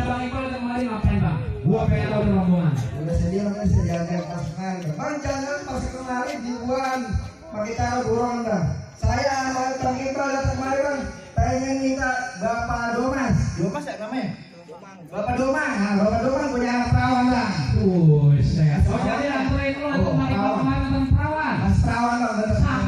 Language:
Betawi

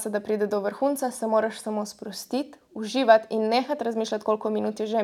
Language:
Slovenian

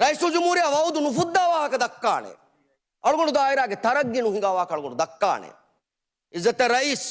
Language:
Divehi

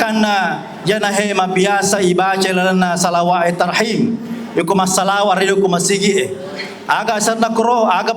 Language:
Buginese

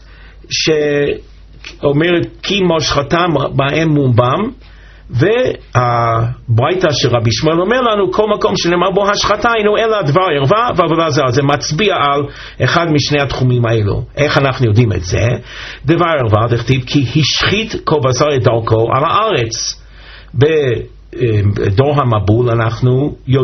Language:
Hebrew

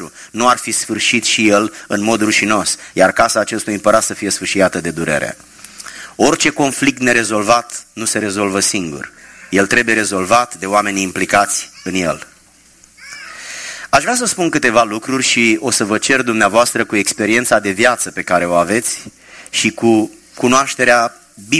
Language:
Romanian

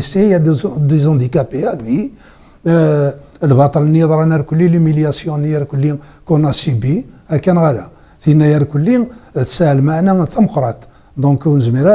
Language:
Kabyle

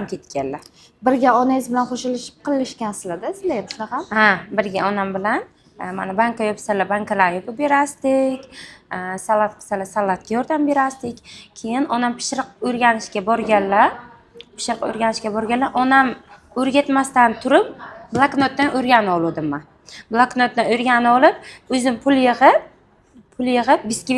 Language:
Uzbek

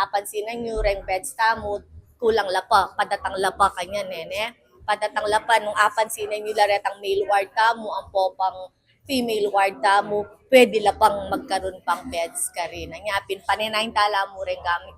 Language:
Pampanga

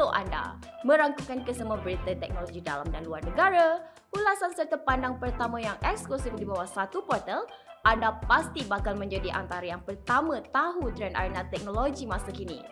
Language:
Malay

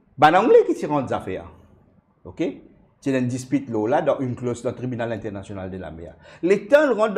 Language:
Morisyen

